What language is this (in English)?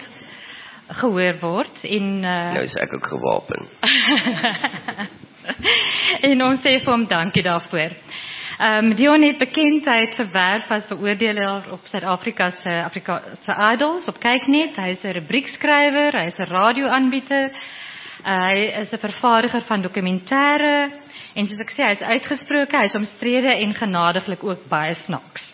Afrikaans